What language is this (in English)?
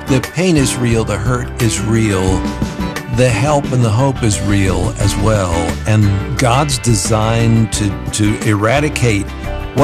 English